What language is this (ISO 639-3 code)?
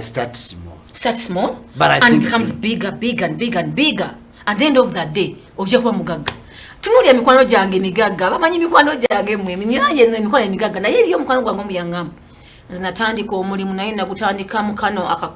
lug